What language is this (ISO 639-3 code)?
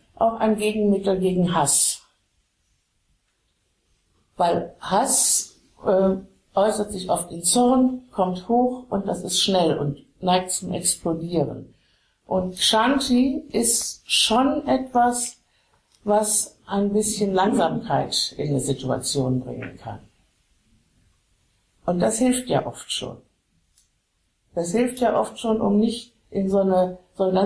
deu